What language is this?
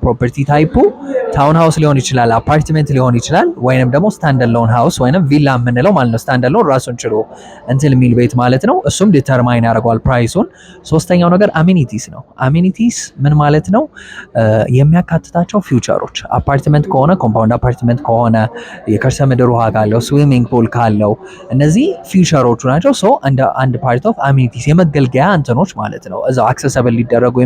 Amharic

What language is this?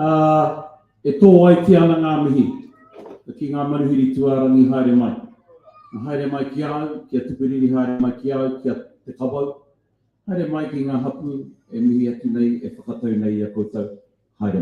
Māori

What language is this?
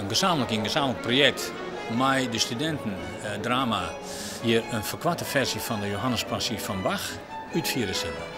Western Frisian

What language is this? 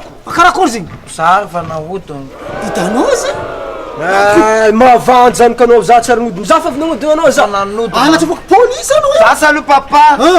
Malagasy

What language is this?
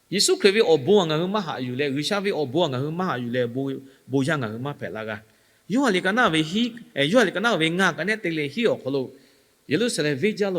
Lahu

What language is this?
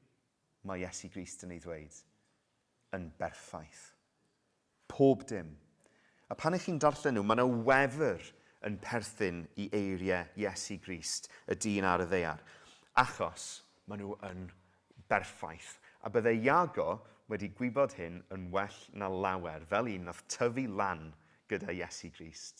Welsh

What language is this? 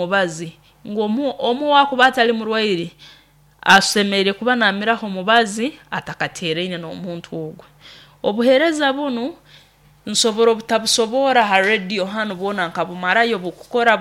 Nyoro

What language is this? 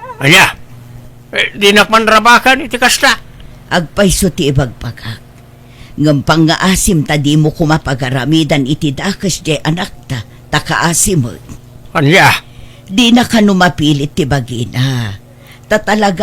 Iloko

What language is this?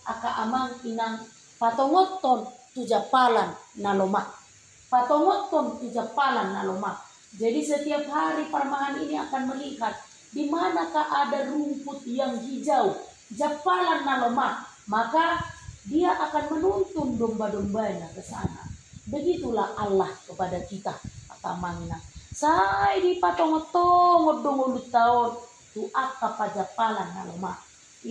Batak Toba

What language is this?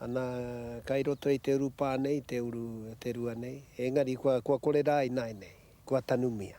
Māori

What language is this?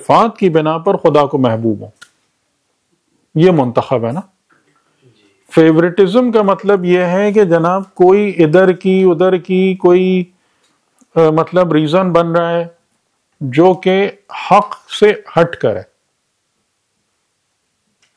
Urdu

